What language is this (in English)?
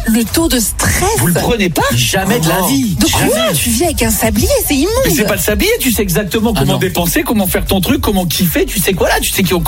French